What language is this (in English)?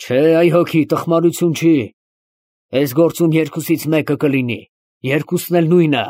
Armenian